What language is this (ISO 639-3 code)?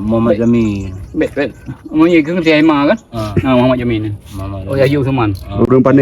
ace